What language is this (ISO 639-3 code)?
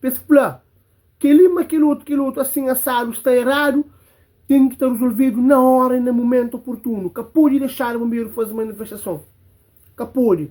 kea